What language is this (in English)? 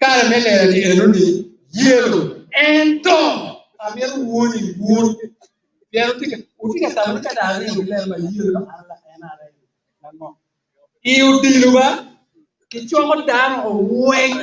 Acoli